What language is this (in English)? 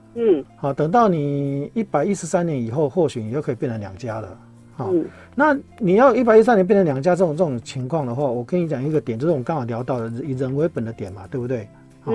Chinese